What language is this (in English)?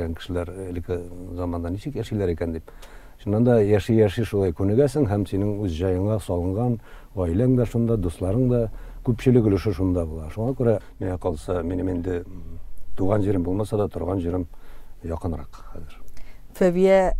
Tatar